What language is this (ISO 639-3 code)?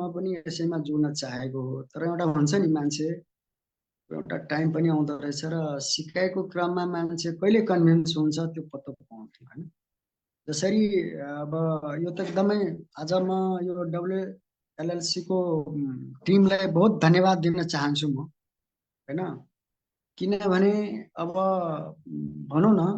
nep